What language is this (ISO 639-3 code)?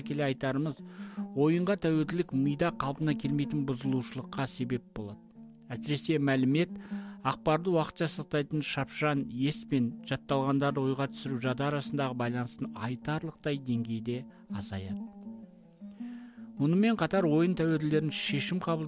kaz